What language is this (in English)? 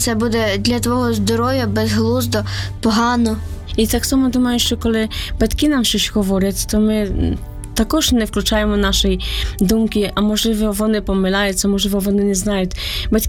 Ukrainian